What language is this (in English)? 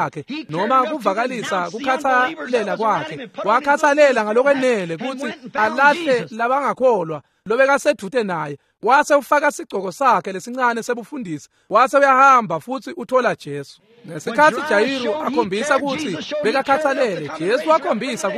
Swati